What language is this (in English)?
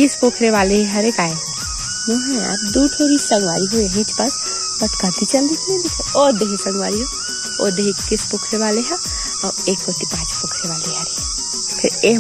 Chhattisgarhi